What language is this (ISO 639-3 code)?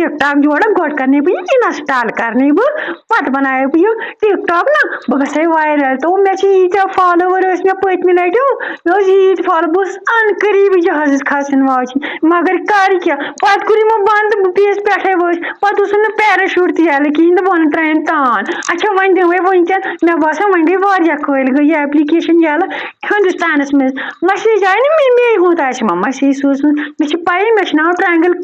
kas